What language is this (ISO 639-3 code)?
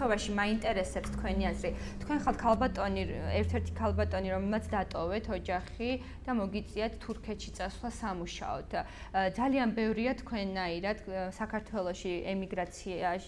kat